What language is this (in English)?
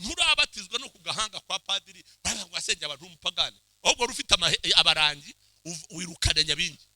Kinyarwanda